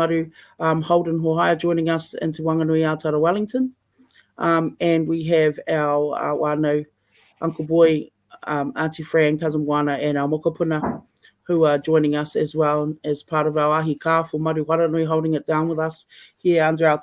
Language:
Māori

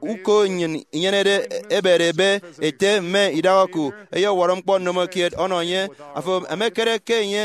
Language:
Efik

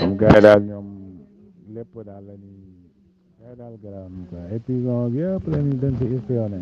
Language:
Wolof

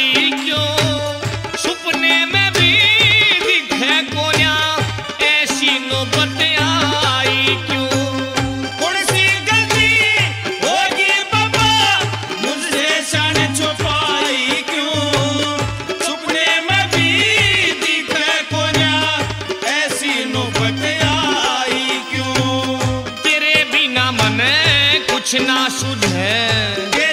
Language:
Haryanvi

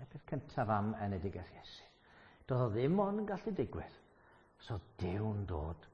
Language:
Welsh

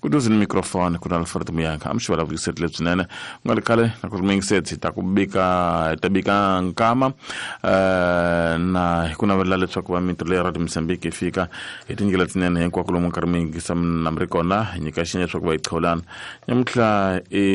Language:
Tsonga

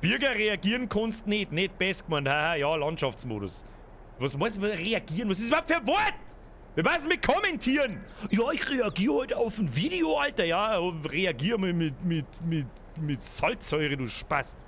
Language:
Bavarian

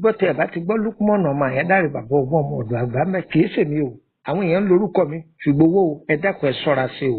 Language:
Yoruba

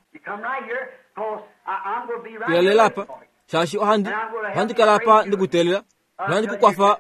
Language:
Kuanyama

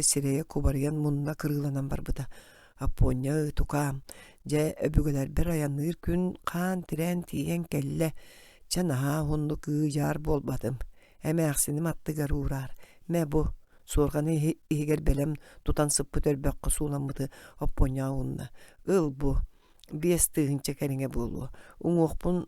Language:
Yakut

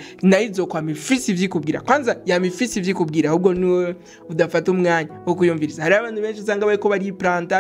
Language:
Rundi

